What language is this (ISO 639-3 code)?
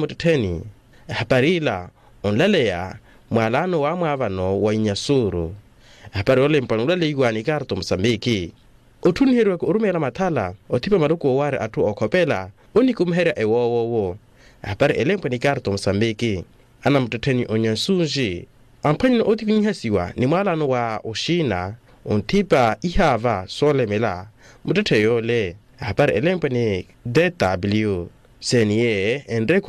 vmw